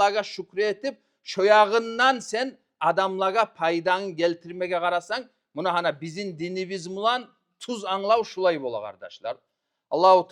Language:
Kumyk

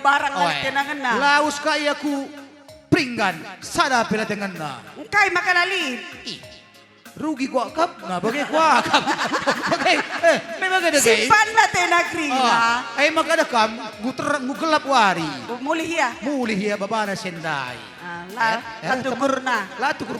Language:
Batak Karo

